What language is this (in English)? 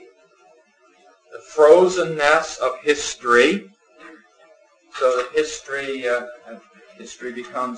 English